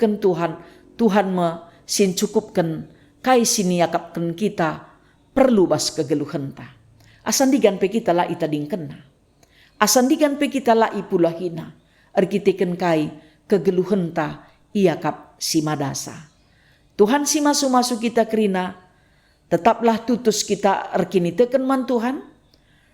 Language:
Batak Karo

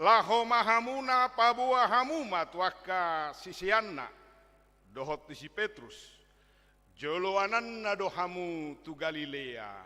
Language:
Batak Toba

